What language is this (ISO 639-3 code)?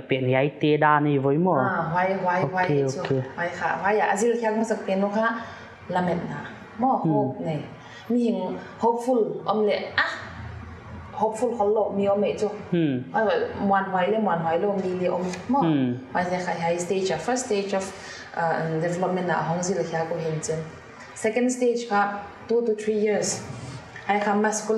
pck